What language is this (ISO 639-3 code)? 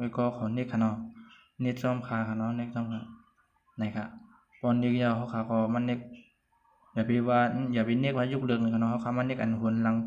shn